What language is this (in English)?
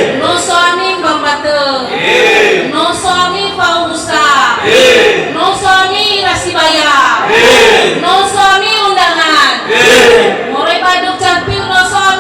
Nias